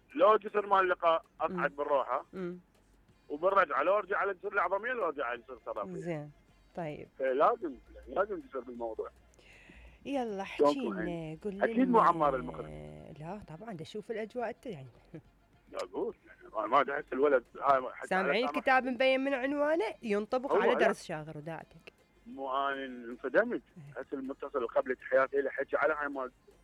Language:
Mesopotamian Arabic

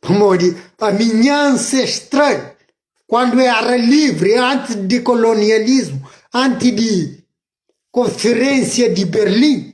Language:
Kabuverdianu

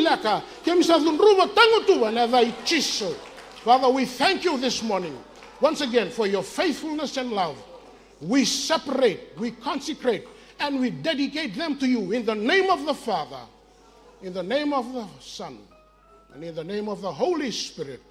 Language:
Fijian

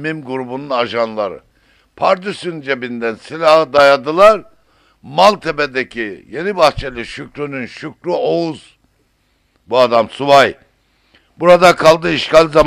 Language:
Turkish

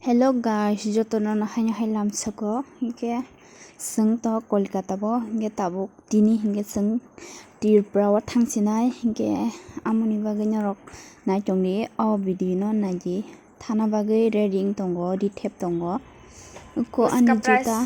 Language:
Kok Borok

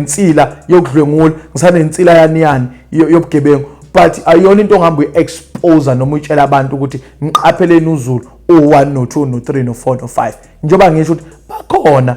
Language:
Zulu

